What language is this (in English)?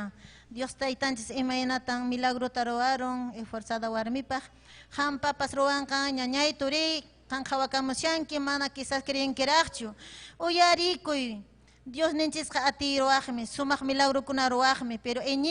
Ayacucho Quechua